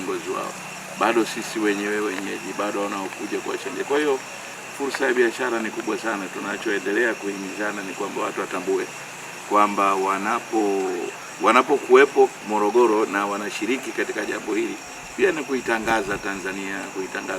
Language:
Swahili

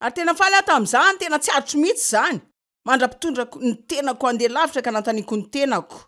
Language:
Malagasy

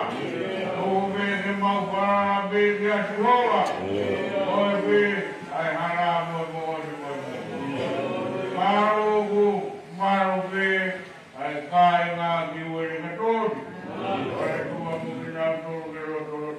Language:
Tongan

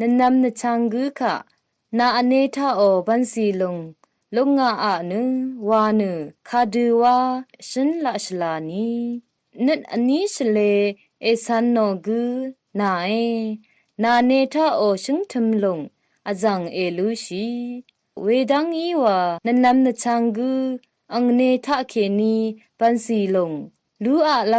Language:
Rawang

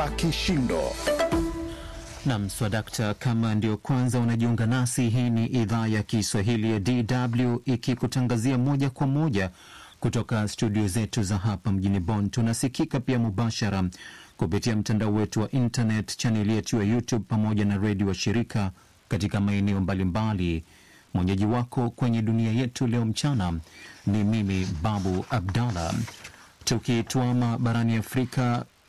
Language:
Swahili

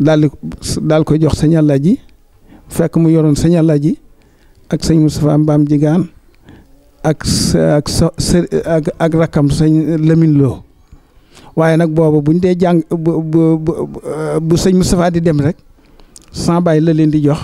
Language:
Wolof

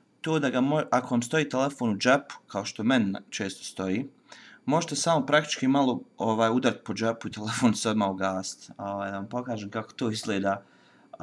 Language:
Bosnian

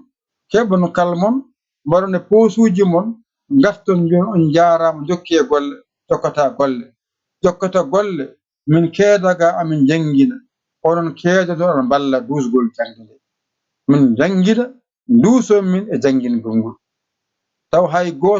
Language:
Fula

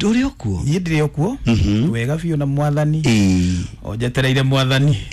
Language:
Kikuyu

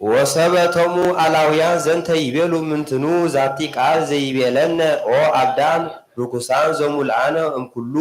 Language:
Geez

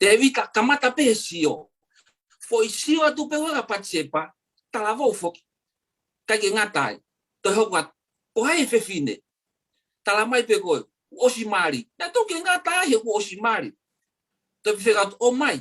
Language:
Tongan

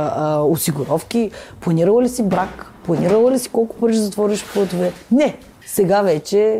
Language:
Bulgarian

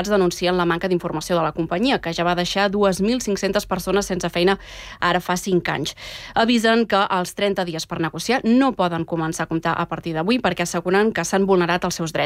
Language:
Catalan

